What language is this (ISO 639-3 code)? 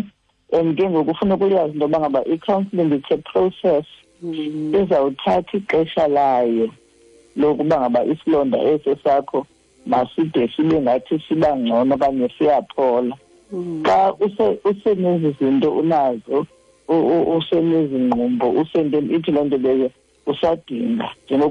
xho